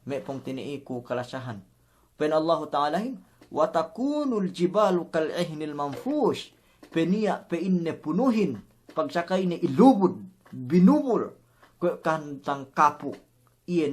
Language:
Yakan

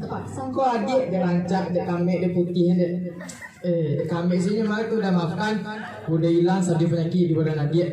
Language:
Minangkabau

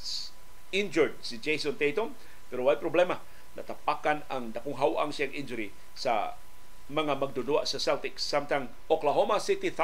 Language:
Cebuano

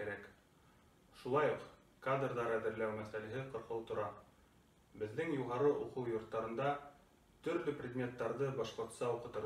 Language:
Bashkir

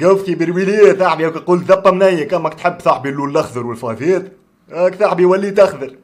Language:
Tunisian Arabic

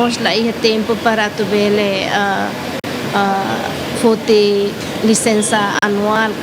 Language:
Tetum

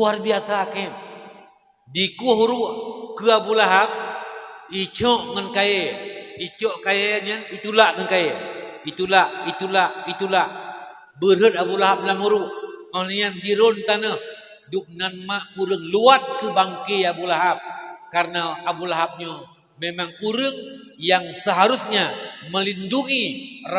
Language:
Achinese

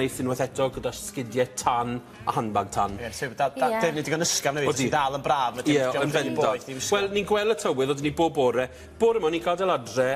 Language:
Welsh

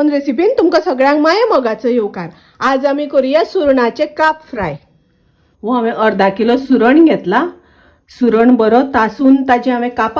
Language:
Konkani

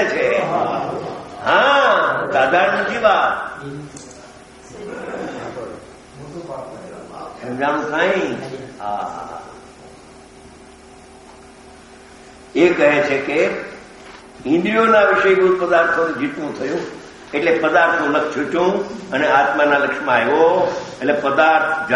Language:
Gujarati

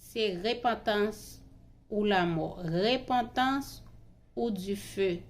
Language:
Haitian Creole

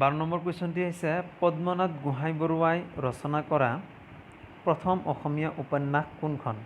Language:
Assamese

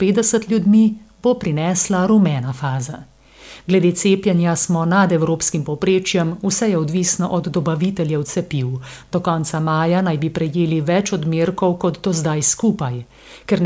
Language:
Slovenian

